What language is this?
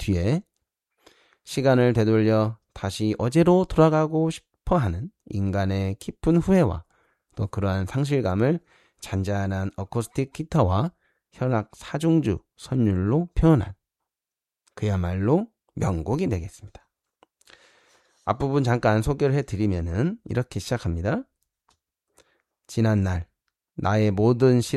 Korean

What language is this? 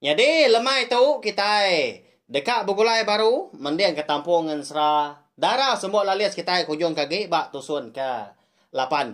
Iban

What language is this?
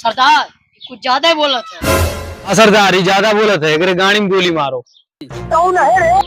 Awadhi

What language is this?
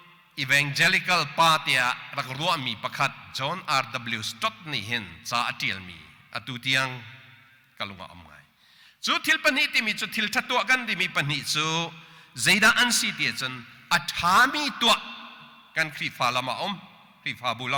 Hakha Chin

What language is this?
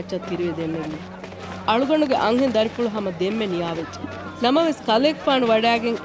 Divehi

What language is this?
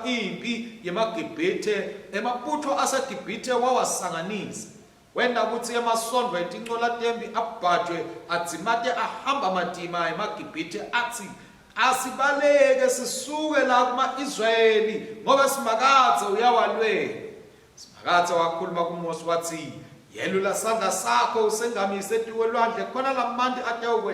Swati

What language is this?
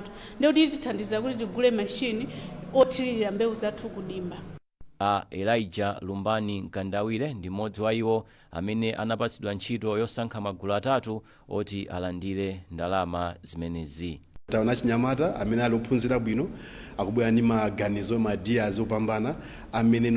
Nyanja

